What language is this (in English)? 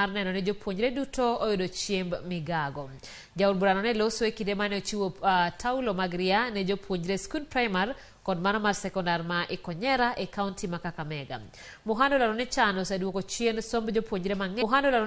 Luo (Kenya and Tanzania)